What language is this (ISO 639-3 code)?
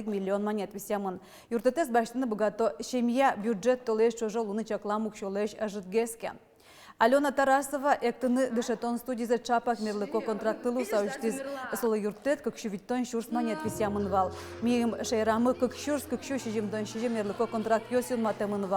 udm